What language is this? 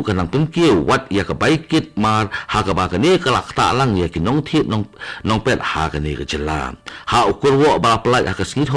Khasi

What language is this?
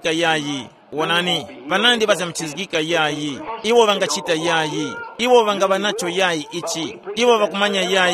Tumbuka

